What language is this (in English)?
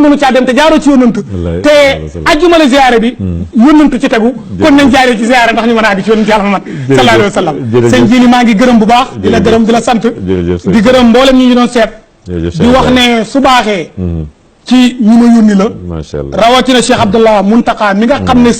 Wolof